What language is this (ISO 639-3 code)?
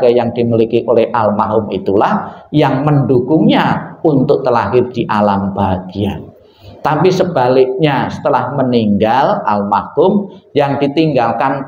ind